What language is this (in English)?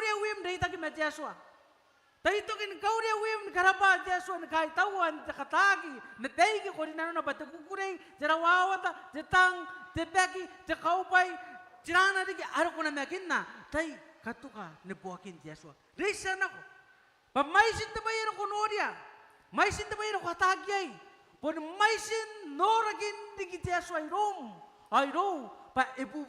Gilbertese